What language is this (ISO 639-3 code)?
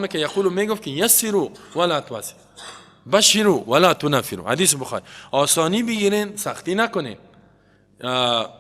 fas